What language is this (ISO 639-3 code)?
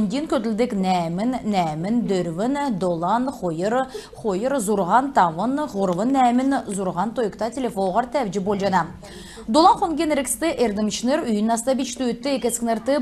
xal